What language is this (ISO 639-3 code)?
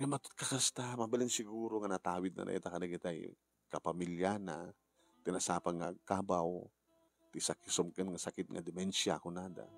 ilo